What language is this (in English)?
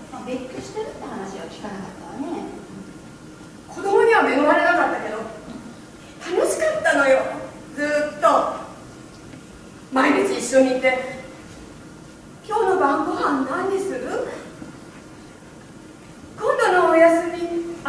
Japanese